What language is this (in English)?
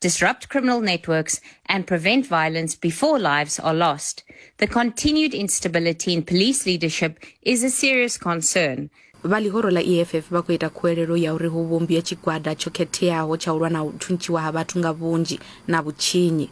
Venda